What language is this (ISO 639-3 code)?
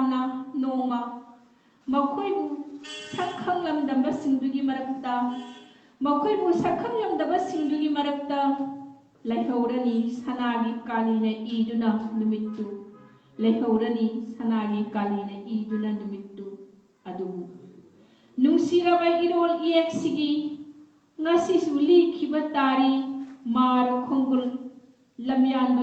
mni